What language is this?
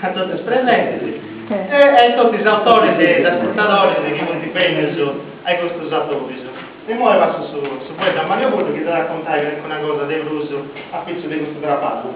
Sardinian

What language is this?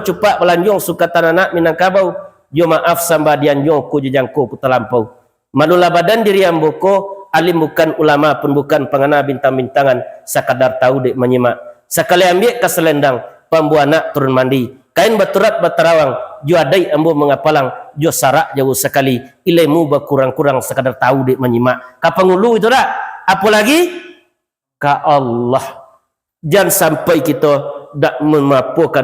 Minangkabau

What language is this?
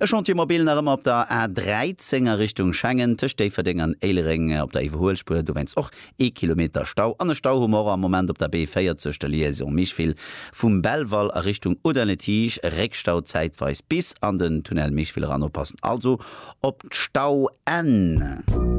Luxembourgish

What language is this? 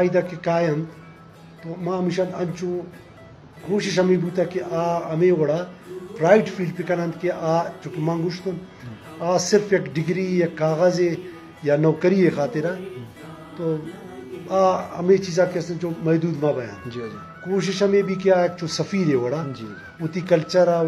Eastern Balochi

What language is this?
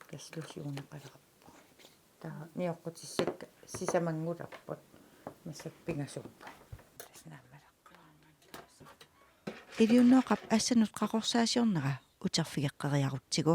Kalaallisut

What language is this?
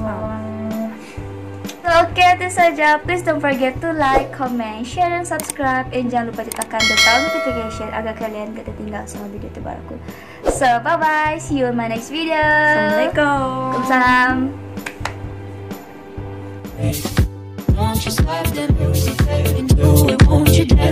Malay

